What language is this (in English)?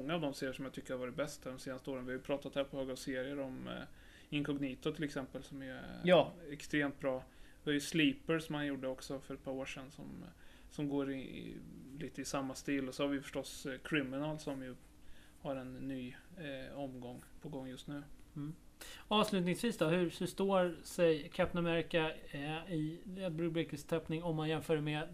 Swedish